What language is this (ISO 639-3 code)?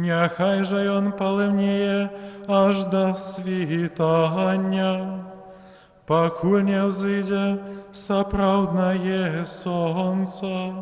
bel